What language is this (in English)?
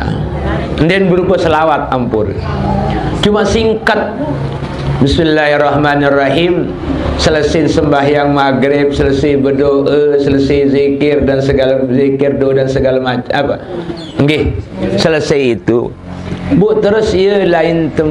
Sasak